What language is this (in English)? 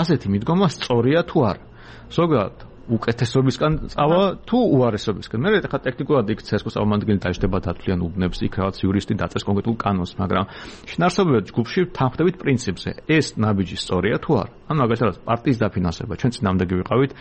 Georgian